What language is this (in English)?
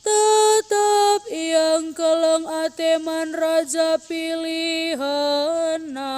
Batak Karo